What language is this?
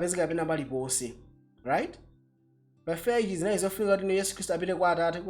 Nyanja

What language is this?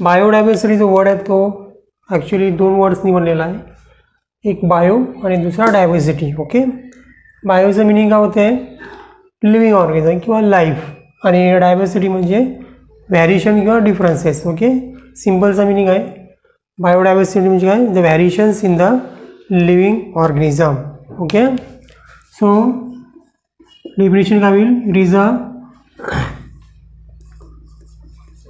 Marathi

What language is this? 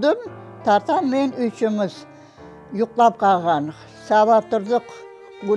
Crimean Tatar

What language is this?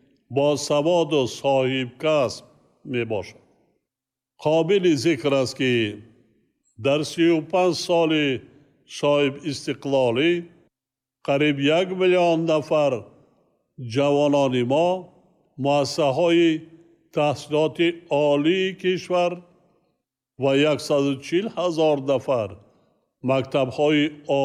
Tajik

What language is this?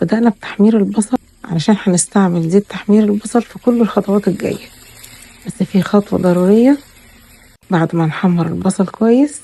Egyptian Arabic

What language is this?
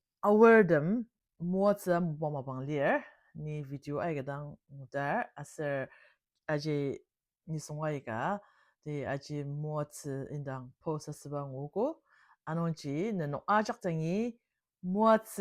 Ao Naga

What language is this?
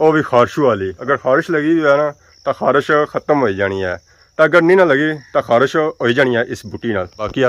Pahari-Potwari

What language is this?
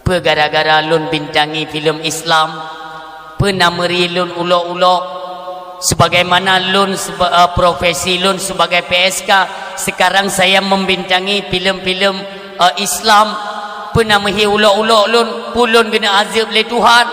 Achinese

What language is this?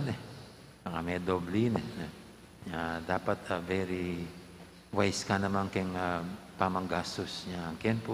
Pampanga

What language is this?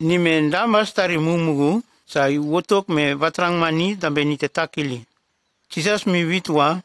Nume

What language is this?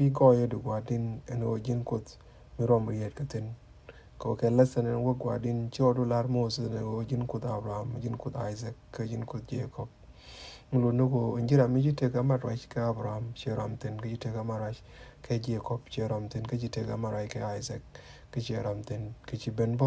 Nuer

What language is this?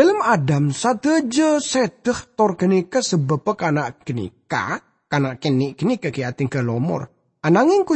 Madurese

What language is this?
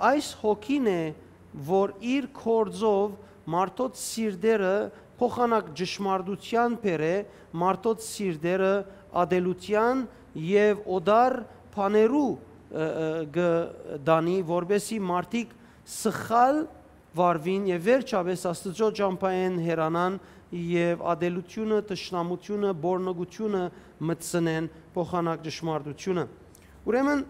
Western Armenian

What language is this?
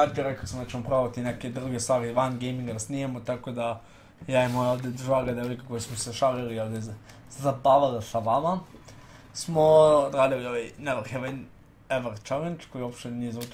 Serbian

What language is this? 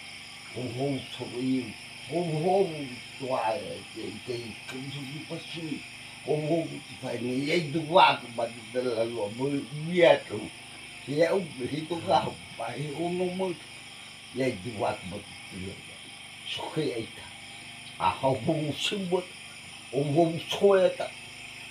Nias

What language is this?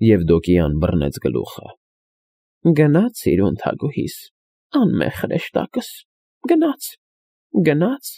Armenian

